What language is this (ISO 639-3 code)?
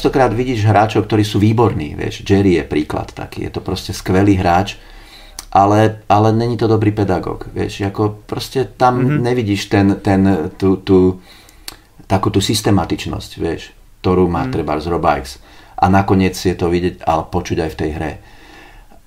slk